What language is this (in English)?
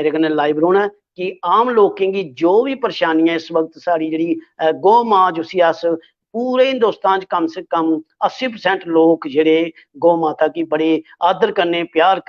Dogri